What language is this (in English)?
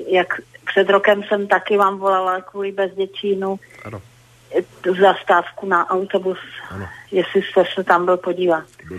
Czech